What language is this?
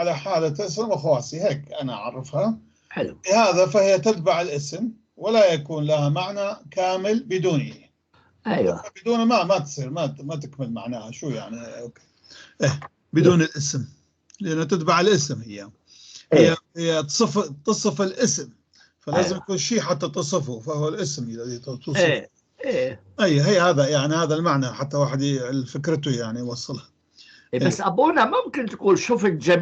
North Levantine Arabic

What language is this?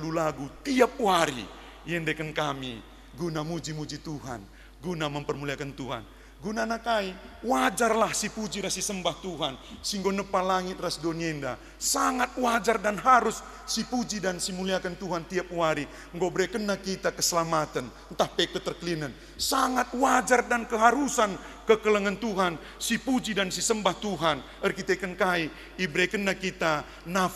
Batak Karo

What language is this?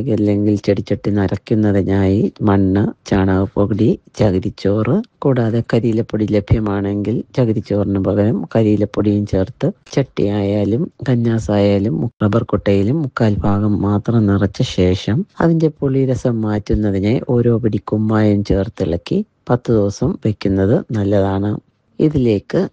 Malayalam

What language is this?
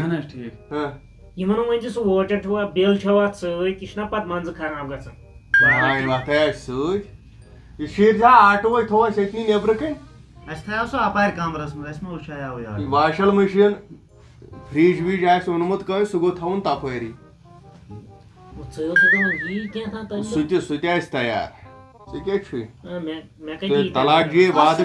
Kashmiri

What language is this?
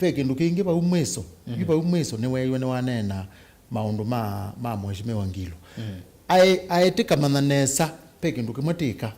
Kamba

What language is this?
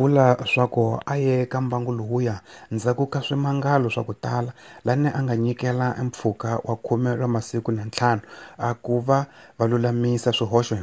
Tsonga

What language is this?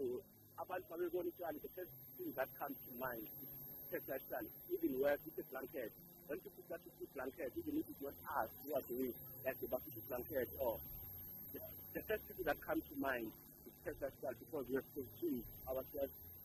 South Ndebele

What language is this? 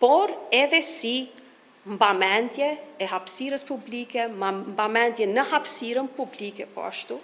Albanian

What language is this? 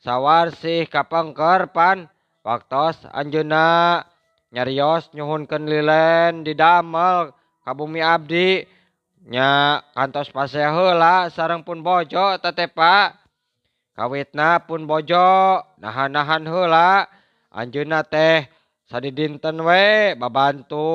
Sundanese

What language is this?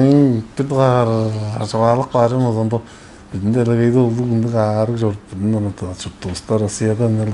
Tuvinian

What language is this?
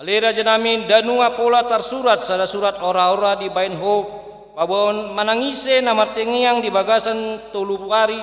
Batak Toba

